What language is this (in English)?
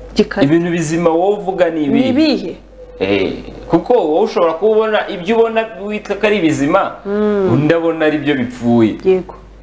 Kinyarwanda